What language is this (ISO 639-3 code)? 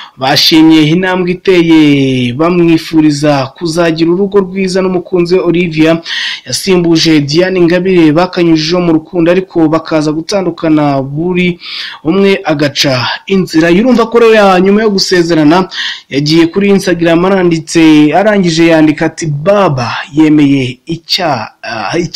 kin